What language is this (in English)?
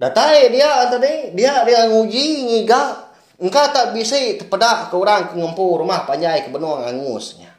Iban